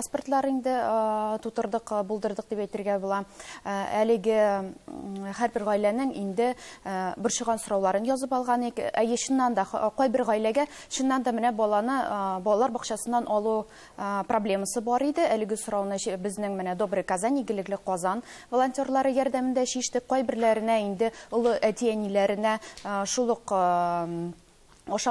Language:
Tatar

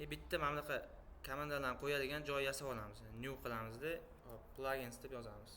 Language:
Uzbek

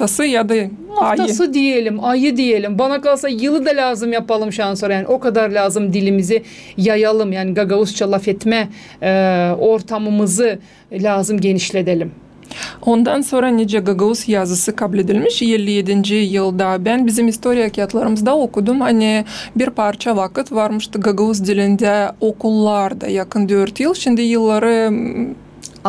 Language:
Gagauz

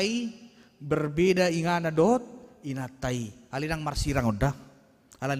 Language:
Batak Toba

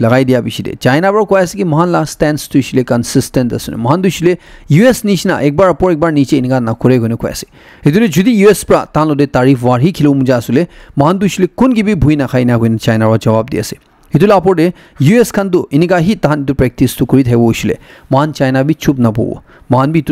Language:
Naga Pidgin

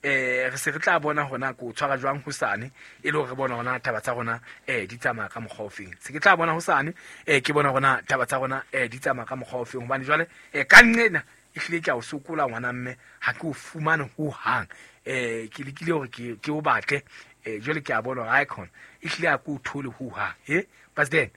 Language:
Southern Sotho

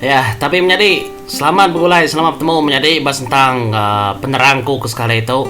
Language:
Iban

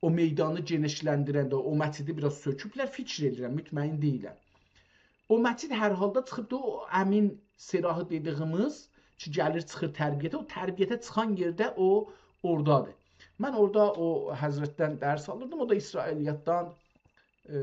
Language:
South Azerbaijani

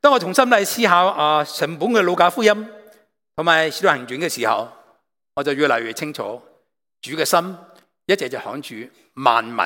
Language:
Cantonese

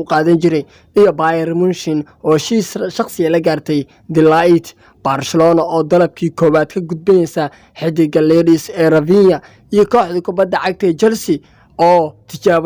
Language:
Somali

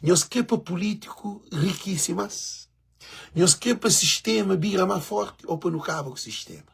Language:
Kabuverdianu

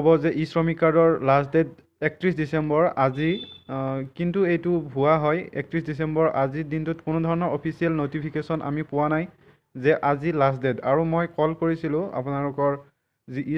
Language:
Assamese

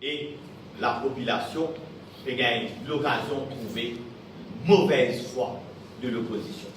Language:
Morisyen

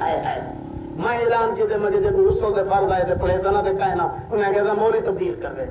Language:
Saraiki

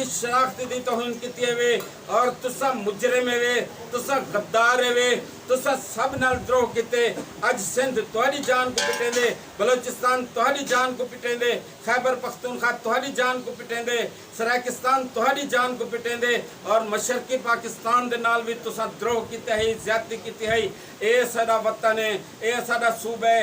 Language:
Saraiki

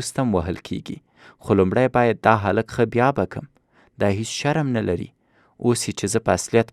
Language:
Pashto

